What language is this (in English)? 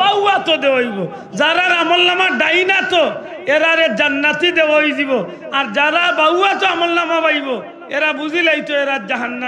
Sylheti